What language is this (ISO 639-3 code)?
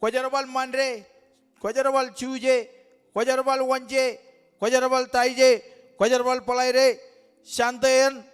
mah